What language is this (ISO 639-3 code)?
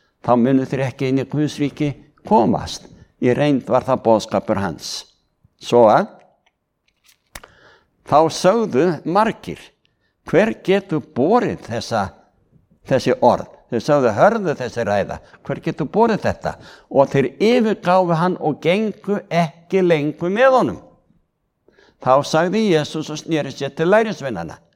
isl